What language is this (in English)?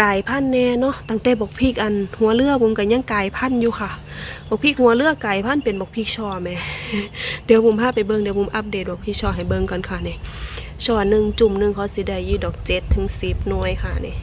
Northeastern Thai